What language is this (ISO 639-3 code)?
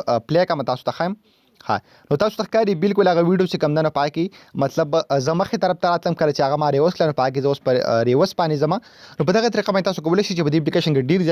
pus